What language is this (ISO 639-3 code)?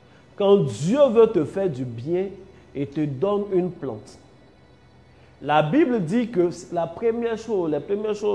fra